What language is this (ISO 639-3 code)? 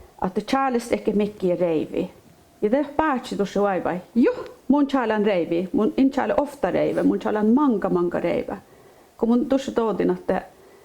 sme